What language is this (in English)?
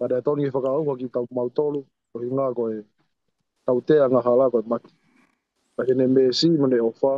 Tongan